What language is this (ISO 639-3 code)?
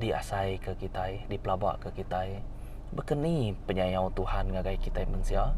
iba